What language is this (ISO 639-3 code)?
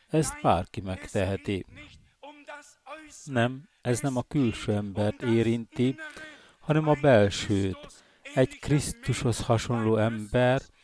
hun